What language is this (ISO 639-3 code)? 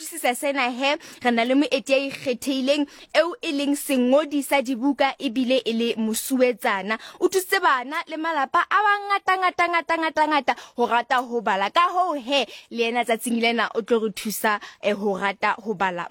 sot